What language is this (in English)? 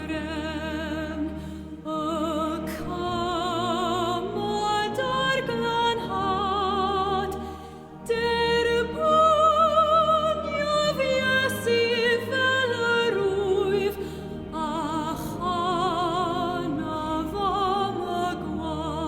Welsh